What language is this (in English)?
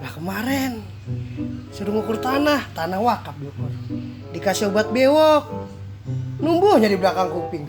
Betawi